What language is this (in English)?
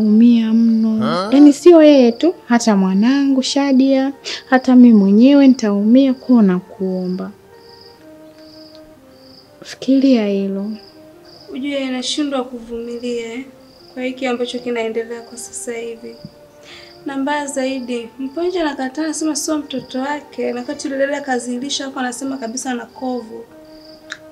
Swahili